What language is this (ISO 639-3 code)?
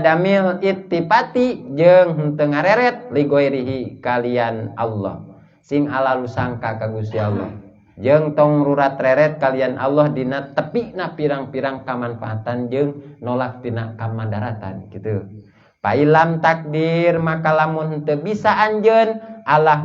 sun